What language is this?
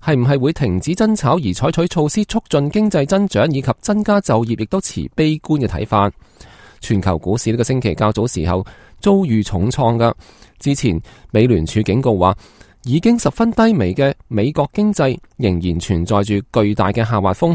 Cantonese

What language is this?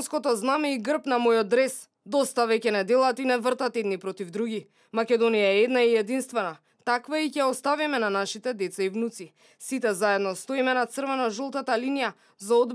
Macedonian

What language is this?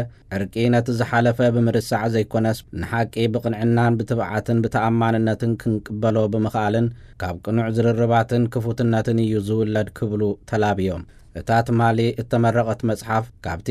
Tigrinya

